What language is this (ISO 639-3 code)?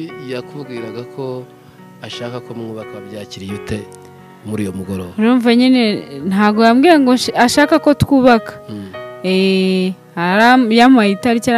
kin